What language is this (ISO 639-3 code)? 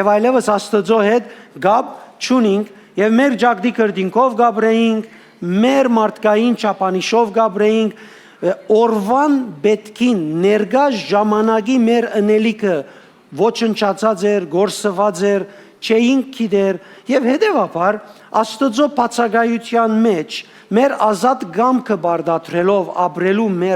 hyw